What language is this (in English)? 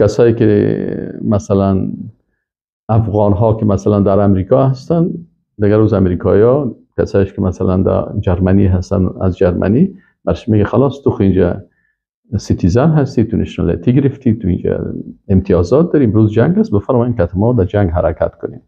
Persian